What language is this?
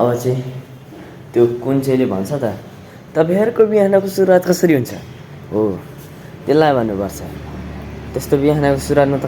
Nepali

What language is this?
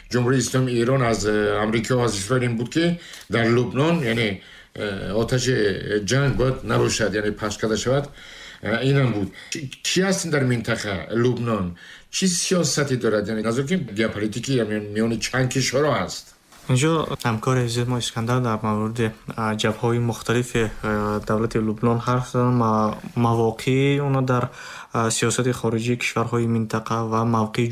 Tajik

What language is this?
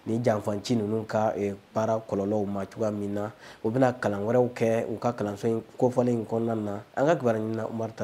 Bambara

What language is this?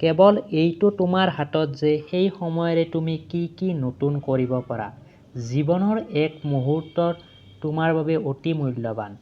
Assamese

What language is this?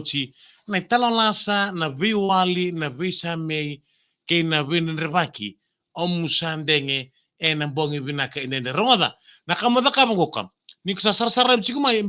Fijian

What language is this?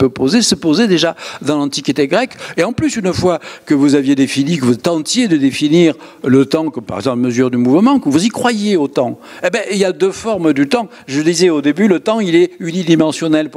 French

